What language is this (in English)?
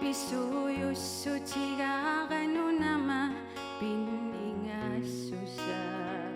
Kalaallisut